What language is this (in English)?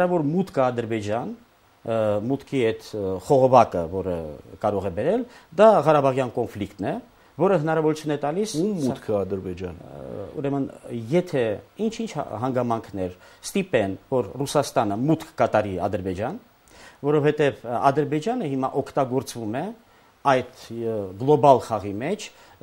Armenian